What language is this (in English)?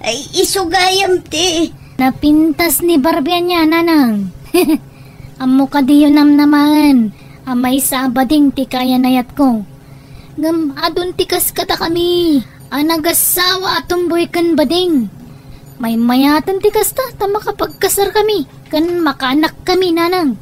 Iloko